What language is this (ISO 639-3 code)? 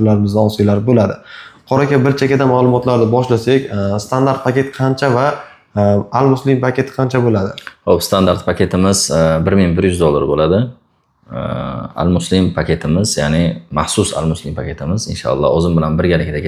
uzb